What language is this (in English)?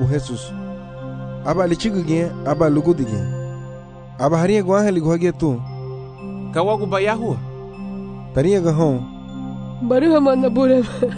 Garifuna